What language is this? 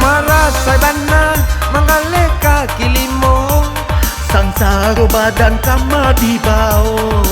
Minangkabau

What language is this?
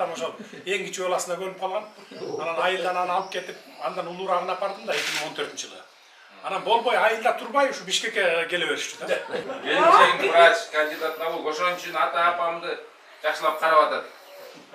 Kyrgyz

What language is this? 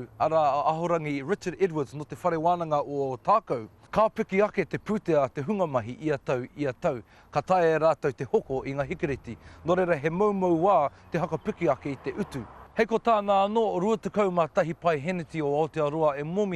Māori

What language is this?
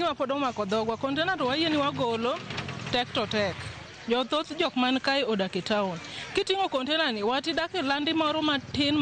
Luo (Kenya and Tanzania)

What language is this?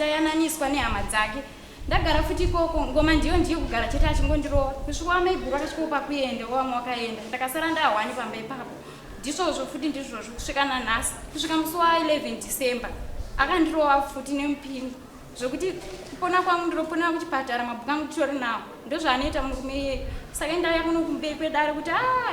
Shona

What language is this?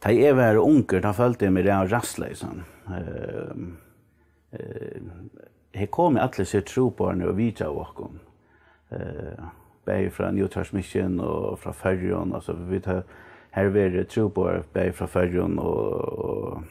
Faroese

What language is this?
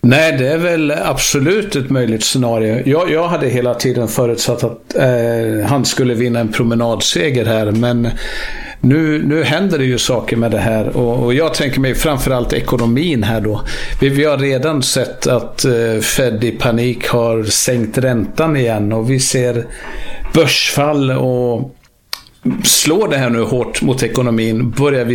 Swedish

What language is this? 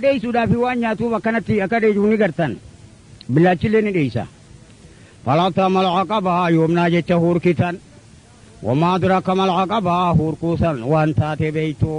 Oromo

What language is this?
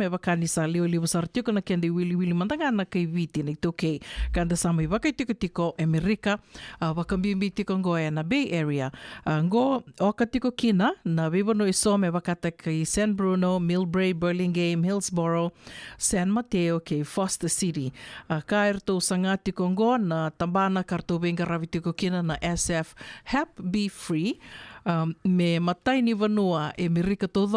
Fijian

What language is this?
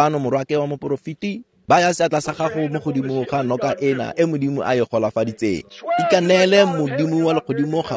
Tswana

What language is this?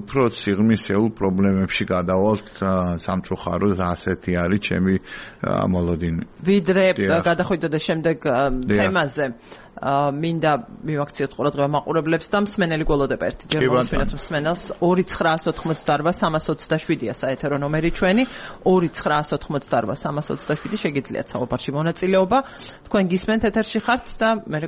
Georgian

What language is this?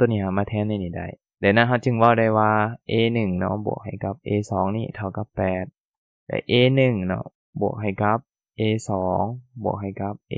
Lao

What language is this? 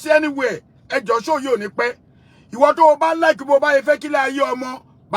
Yoruba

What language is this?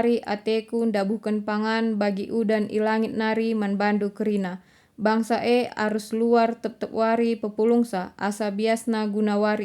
Batak Karo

